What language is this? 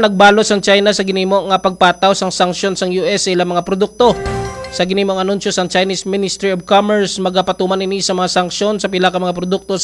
Hiligaynon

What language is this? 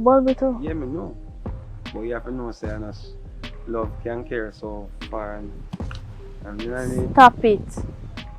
Jamaican Creole English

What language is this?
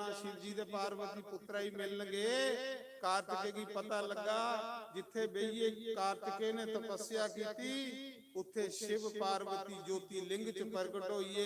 Dogri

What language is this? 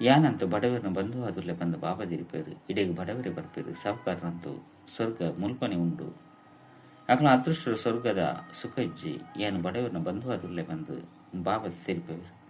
Tulu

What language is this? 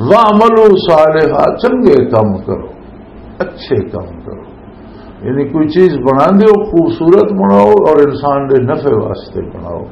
Western Panjabi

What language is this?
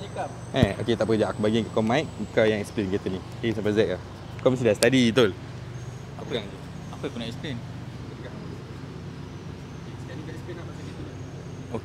Malay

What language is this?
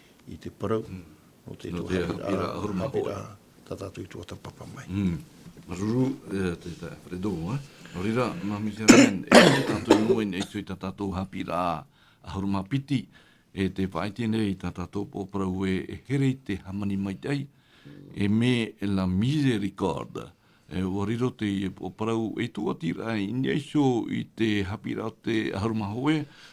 Tahitian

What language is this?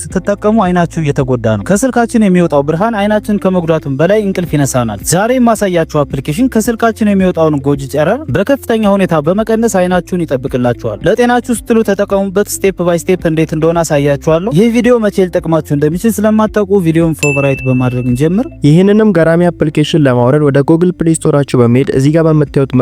Amharic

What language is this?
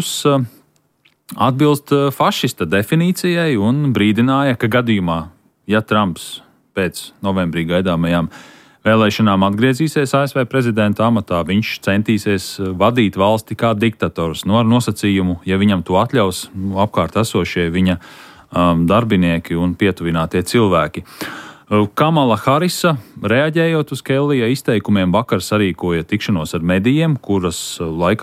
Latvian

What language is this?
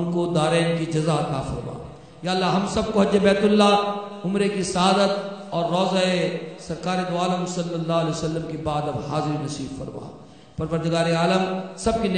Urdu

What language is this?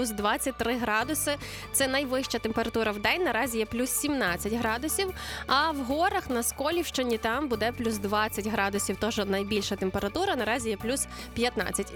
Ukrainian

